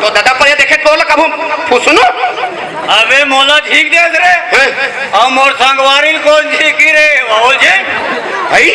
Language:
Chhattisgarhi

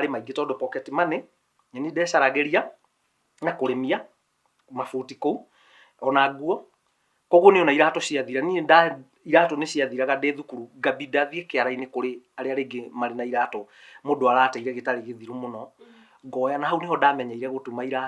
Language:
Kikuyu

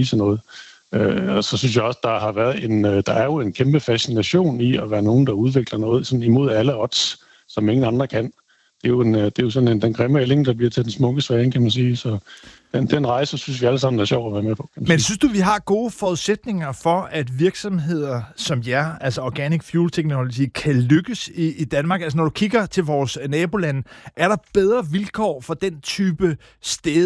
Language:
Danish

